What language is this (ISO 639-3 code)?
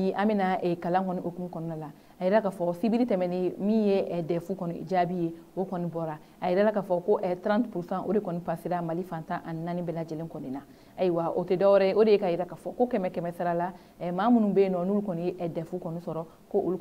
bam